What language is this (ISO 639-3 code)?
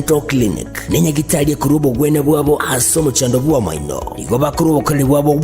guz